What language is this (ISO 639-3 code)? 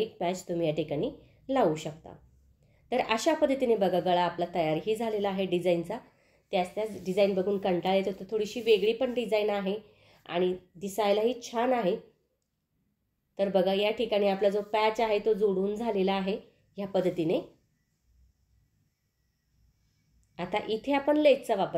mar